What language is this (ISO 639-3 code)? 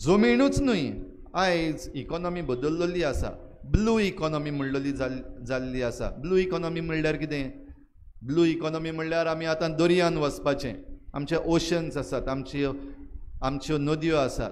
kok